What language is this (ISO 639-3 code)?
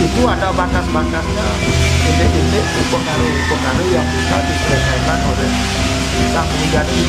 ban